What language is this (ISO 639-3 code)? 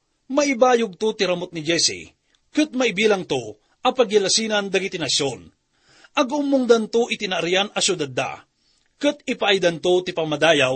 ilo